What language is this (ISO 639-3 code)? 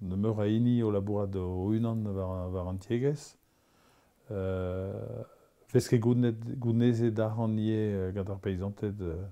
bre